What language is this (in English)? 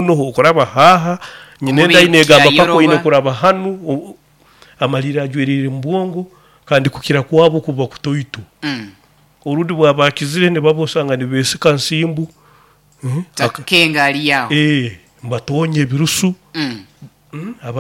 Nyoro